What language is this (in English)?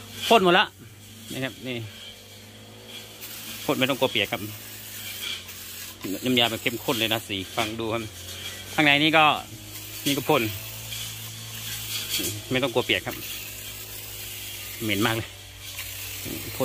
Thai